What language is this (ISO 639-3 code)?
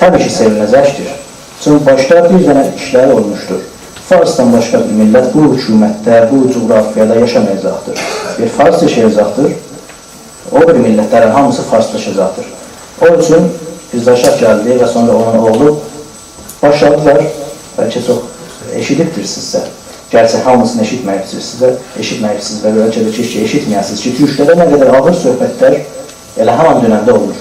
azb